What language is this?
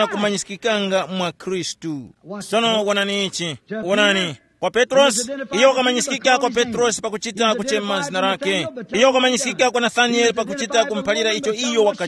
Tumbuka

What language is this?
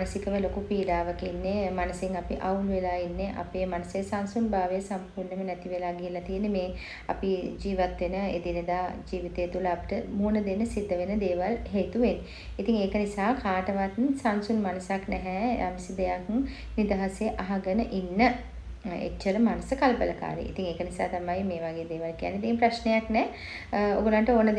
Sinhala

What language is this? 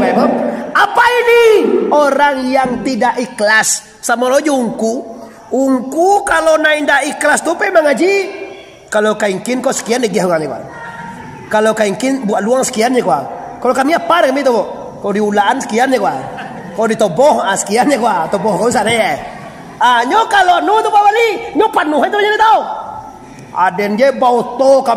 Minangkabau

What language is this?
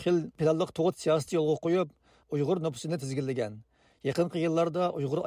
Uyghur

